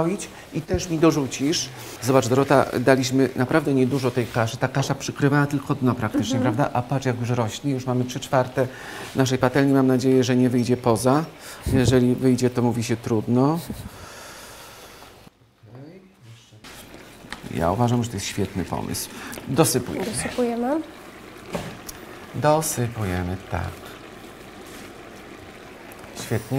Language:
Polish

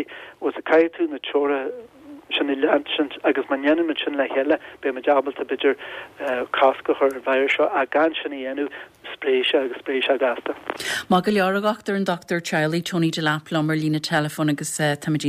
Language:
Irish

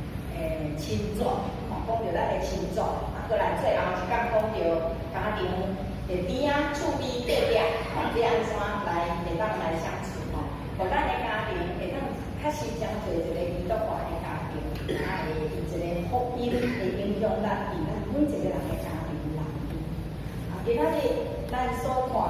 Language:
Min Nan Chinese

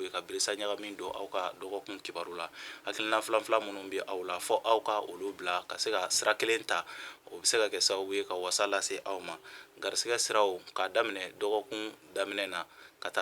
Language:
Bambara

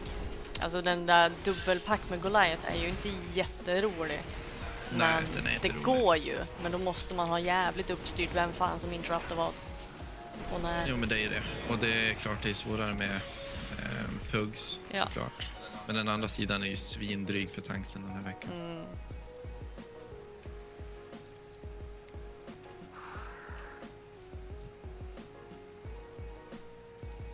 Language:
Swedish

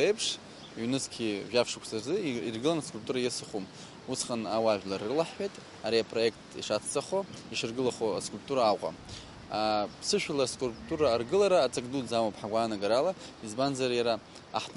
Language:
Abkhazian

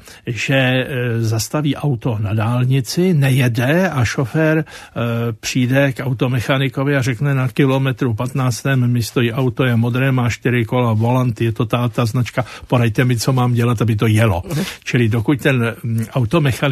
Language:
Czech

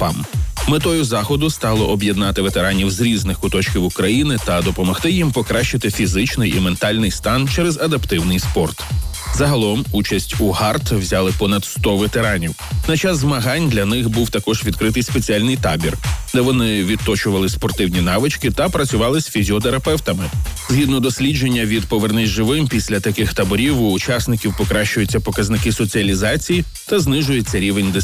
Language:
Ukrainian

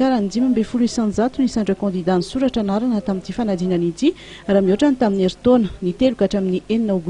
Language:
Malagasy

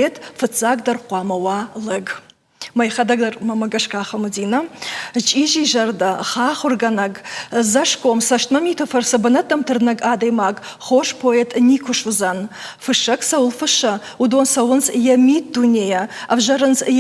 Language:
Ossetic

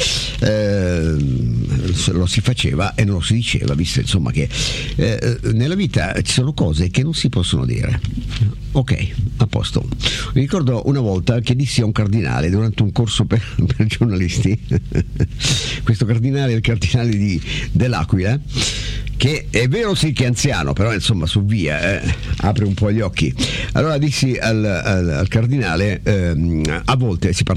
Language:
Italian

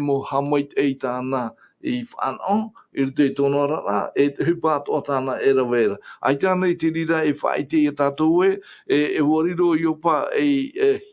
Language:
Tahitian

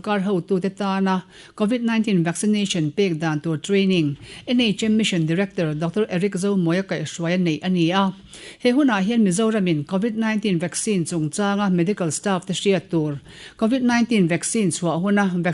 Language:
Mizo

